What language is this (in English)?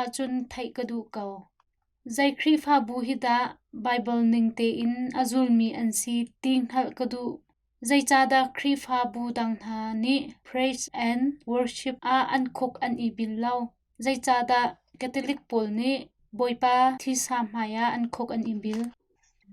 Hakha Chin